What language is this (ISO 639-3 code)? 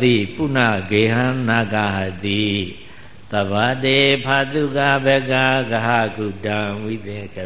mya